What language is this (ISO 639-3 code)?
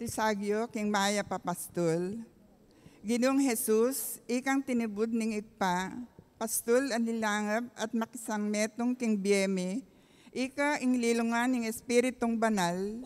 pam